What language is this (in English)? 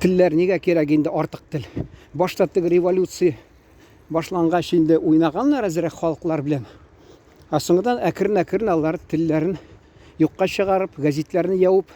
Tatar